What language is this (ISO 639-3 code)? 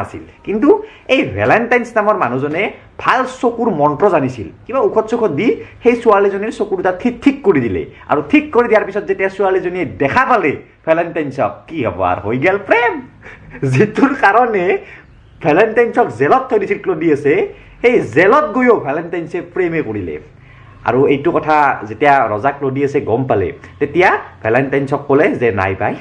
asm